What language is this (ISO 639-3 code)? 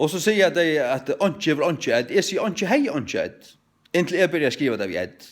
fao